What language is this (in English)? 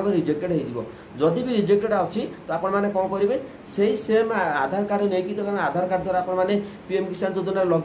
Odia